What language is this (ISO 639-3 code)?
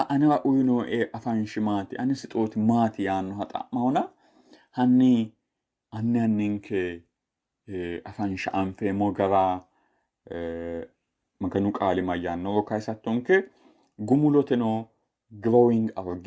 sid